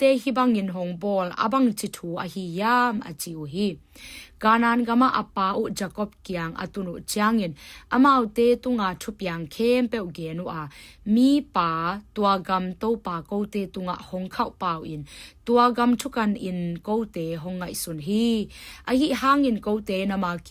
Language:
Tedim Chin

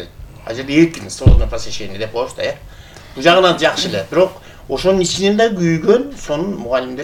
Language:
Kyrgyz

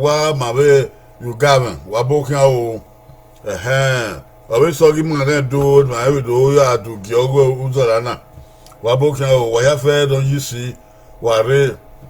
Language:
Bini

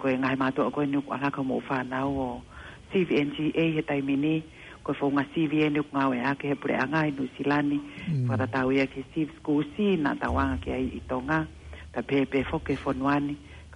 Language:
Tongan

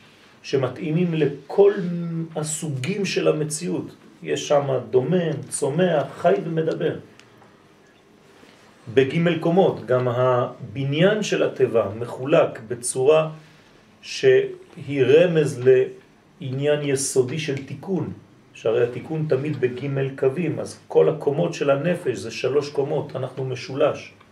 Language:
Hebrew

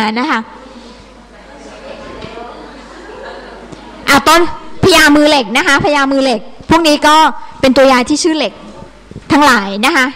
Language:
Thai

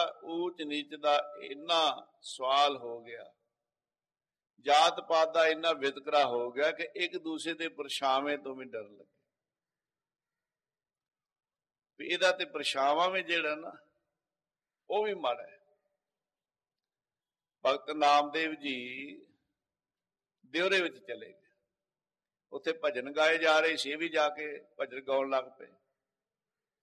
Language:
Punjabi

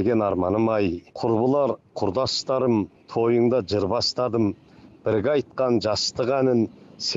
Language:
Kazakh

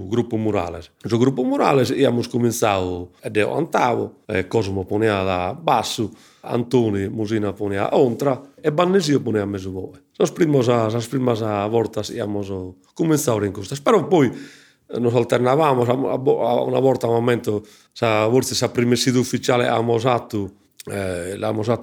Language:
Sardinian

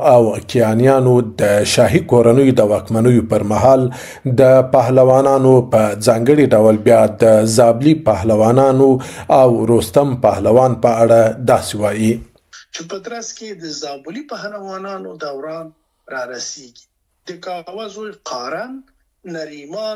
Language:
Pashto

